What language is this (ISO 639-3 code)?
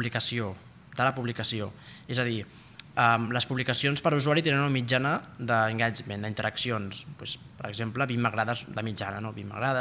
cat